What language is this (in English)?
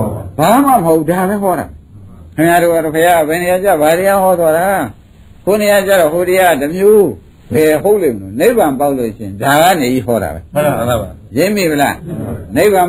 Burmese